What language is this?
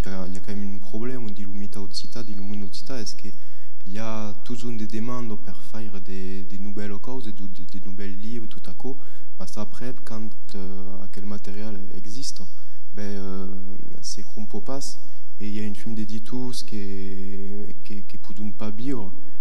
Occitan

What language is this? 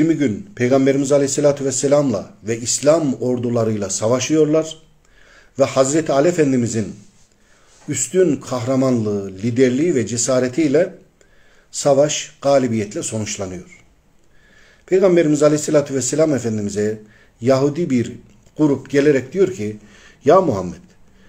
Turkish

